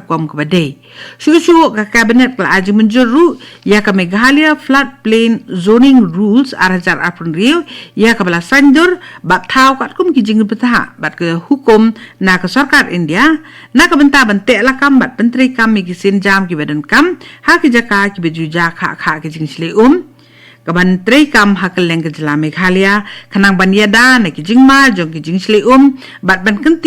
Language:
Khasi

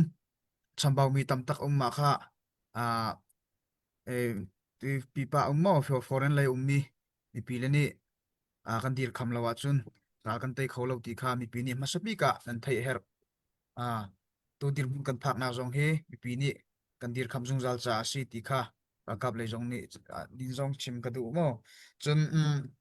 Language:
Hakha Chin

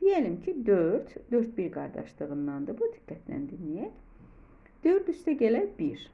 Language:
Azerbaijani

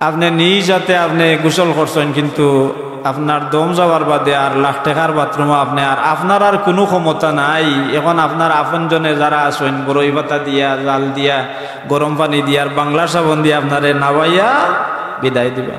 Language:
Sylheti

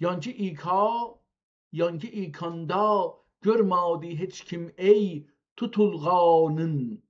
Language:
South Azerbaijani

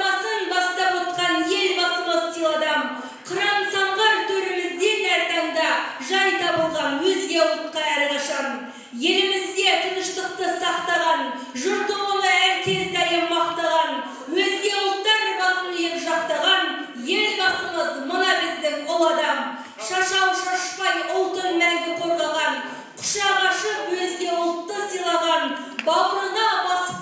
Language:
Kazakh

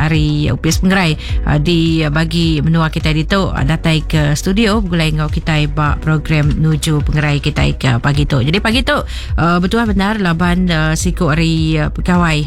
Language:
Iban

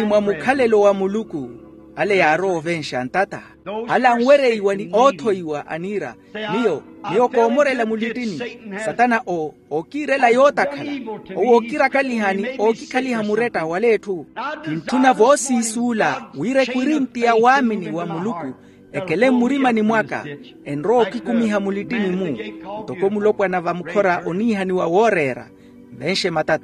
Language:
Makhuwa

